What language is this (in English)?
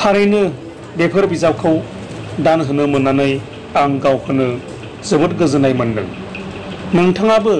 Bodo